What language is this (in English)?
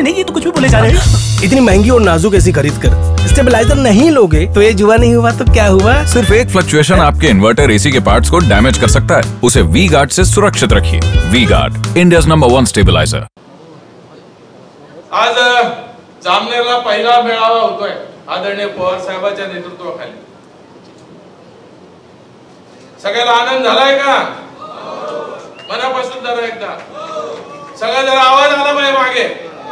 Marathi